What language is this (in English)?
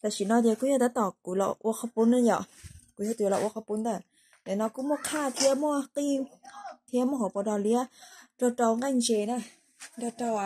Hmong